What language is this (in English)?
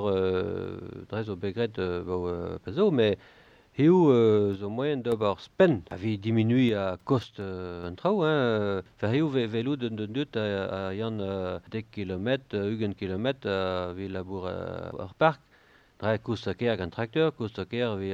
Breton